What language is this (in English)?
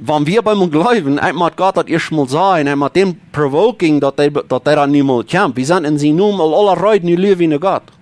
Plautdietsch